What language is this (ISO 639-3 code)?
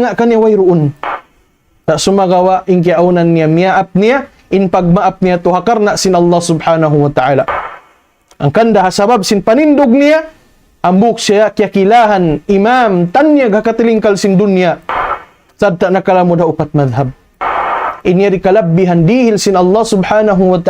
tsg